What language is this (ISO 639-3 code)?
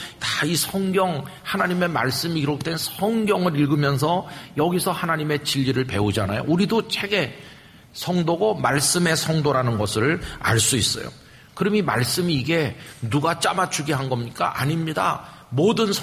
kor